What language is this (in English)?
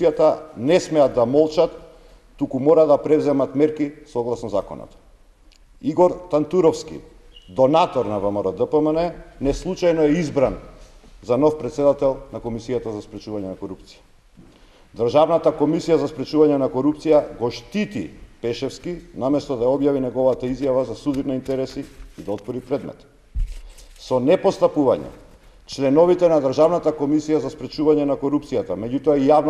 Macedonian